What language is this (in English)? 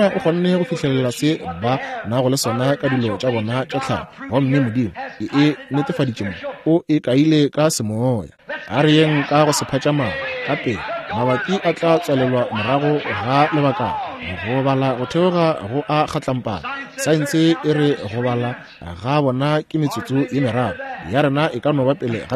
Northern Sotho